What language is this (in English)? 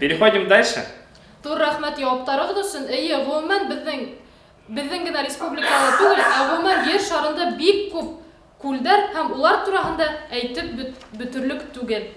Bashkir